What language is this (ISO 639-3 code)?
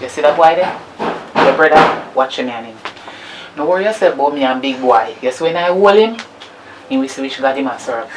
jam